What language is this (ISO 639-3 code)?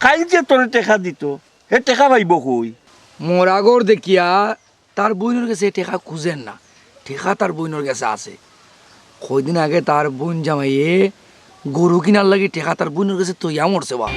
syl